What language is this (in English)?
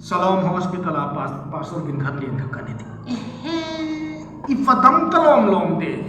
Hmar